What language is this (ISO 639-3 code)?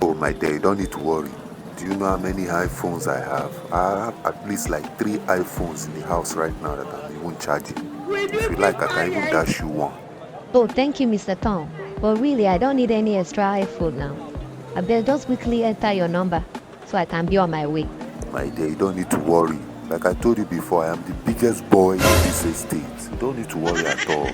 pcm